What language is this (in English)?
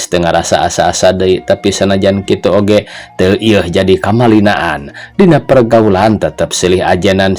Sundanese